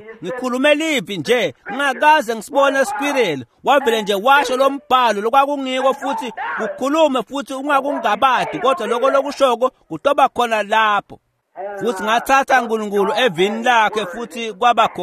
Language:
Swati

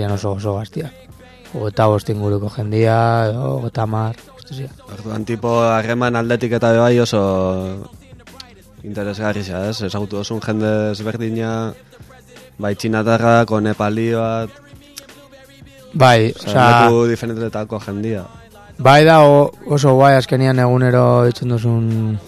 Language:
Basque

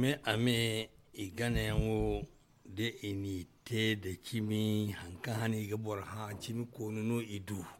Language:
Zarma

